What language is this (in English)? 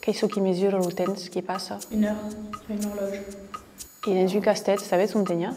Occitan